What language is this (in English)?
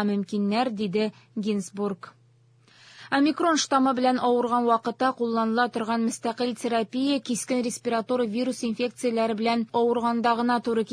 Tatar